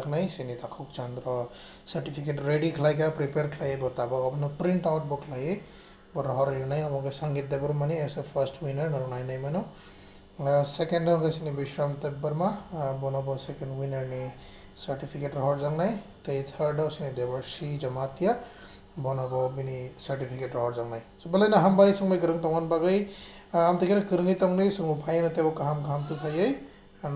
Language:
Kok Borok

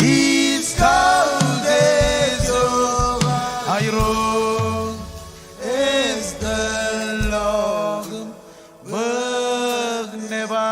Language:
Marshallese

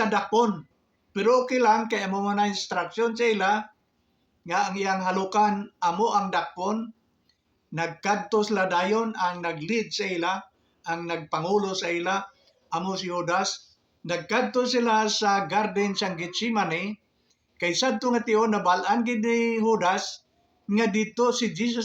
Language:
Hiligaynon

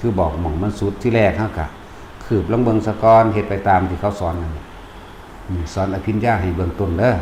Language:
Northeastern Thai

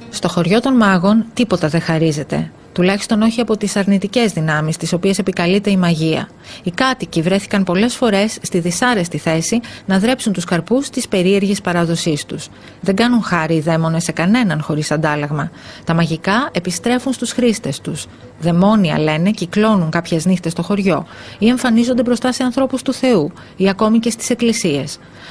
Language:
Greek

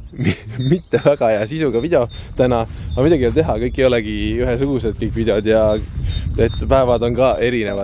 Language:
Estonian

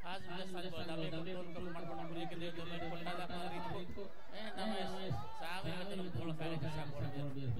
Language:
Divehi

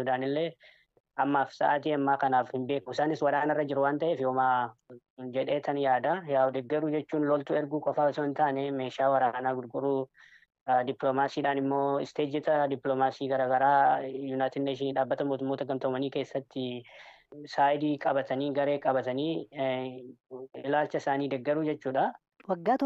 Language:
Oromo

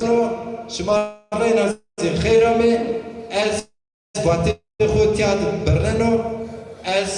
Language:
Zaza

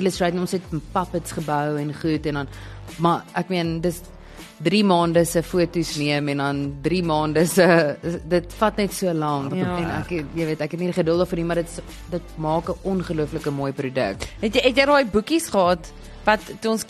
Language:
Afrikaans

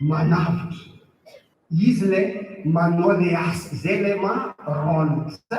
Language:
Malagasy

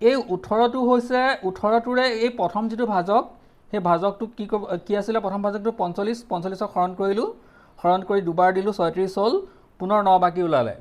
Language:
Assamese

